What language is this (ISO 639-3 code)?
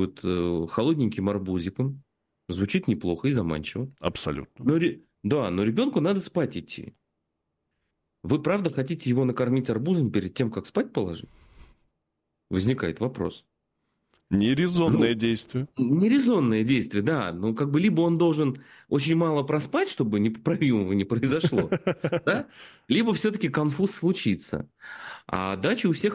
rus